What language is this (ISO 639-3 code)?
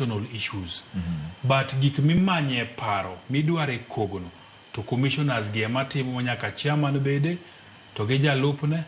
luo